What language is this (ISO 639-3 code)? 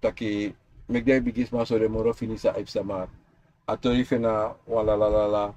srn